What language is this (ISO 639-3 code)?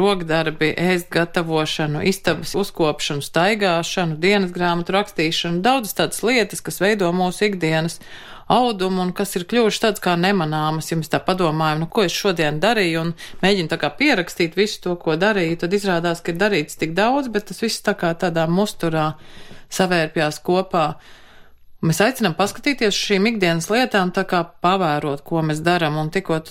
lav